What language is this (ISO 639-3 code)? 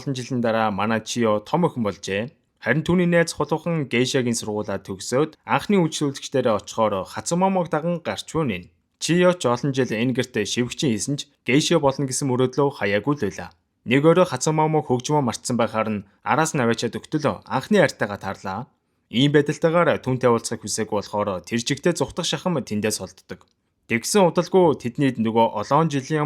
mon